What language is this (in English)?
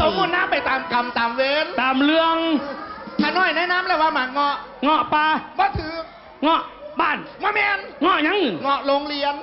Northeastern Thai